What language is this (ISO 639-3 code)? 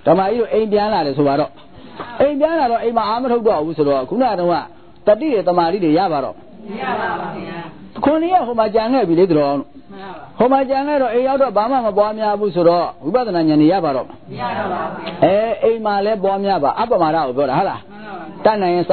mya